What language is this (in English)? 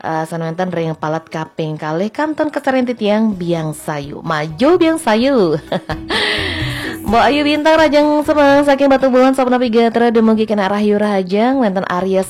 Balinese